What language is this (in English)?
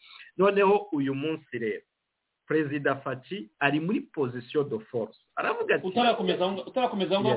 Kinyarwanda